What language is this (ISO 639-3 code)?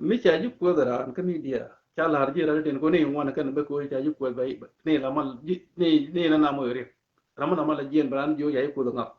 nus